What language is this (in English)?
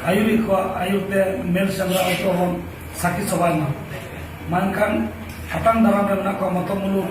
Santali